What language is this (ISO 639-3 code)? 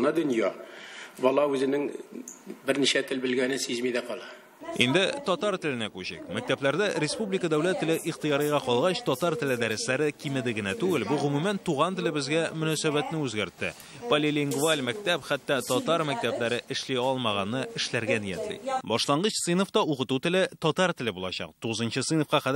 tat